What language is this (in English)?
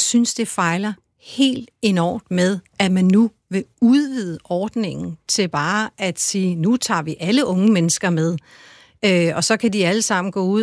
Danish